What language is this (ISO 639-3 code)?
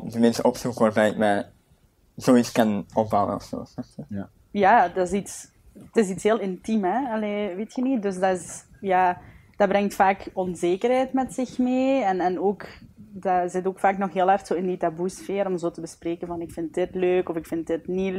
nld